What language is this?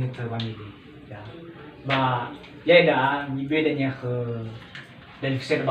Nias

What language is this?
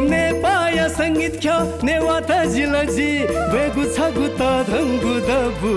Newari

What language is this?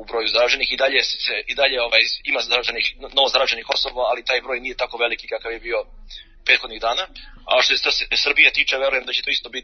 Serbian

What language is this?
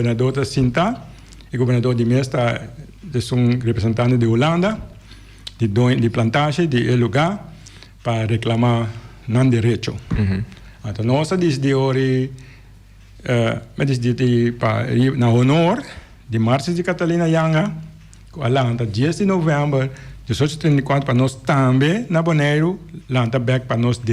Papiamento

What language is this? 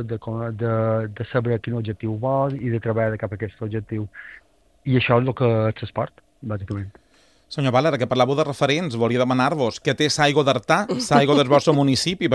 Catalan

